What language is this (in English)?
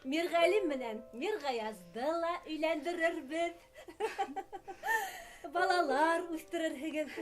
Bashkir